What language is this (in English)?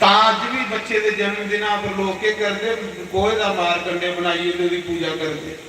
Dogri